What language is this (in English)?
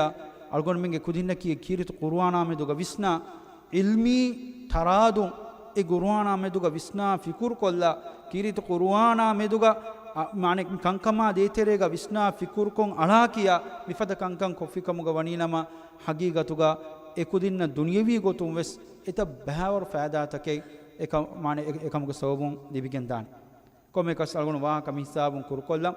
Divehi